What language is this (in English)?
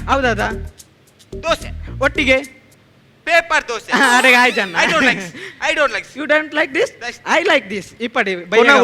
Tulu